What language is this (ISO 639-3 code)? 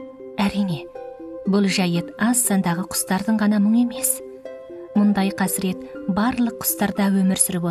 kaz